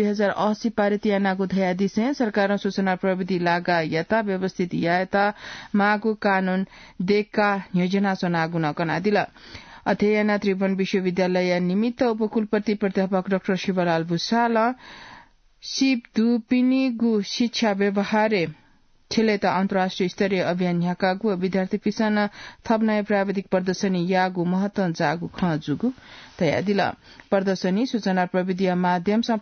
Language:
Newari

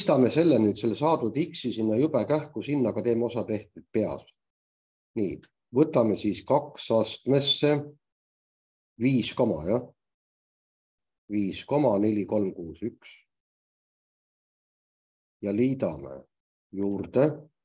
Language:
Estonian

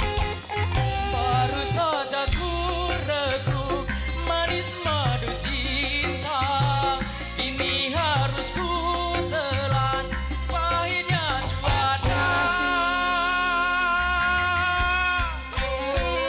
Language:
Indonesian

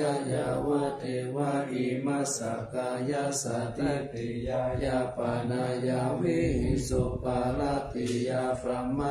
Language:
Pali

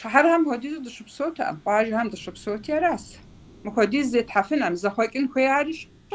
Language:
Kabardian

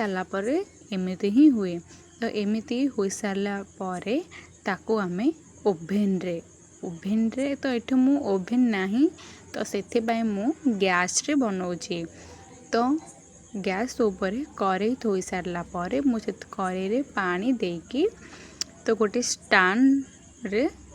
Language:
Odia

